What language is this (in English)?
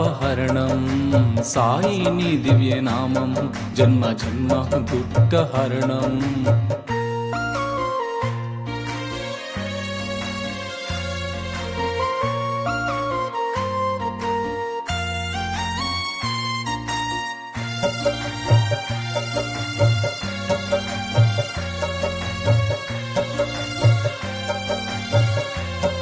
Telugu